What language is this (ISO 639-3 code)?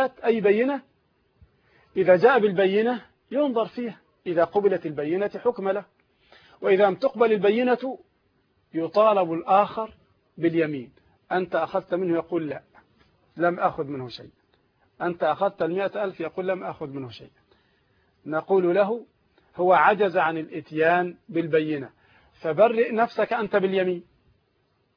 ara